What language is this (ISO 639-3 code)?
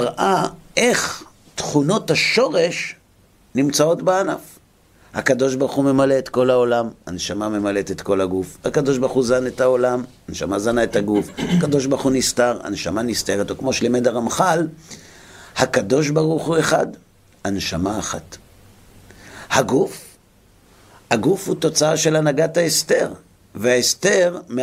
heb